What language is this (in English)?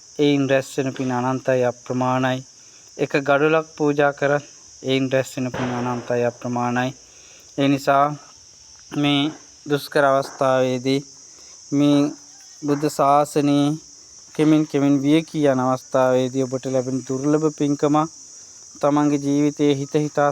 Sinhala